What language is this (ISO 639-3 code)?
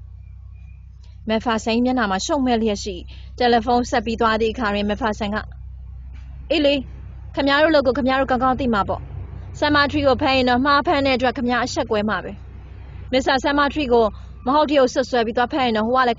mya